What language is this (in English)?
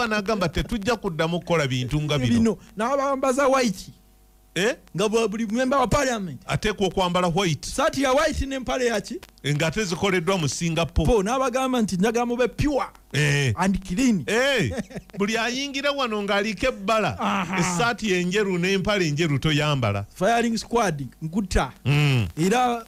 Ganda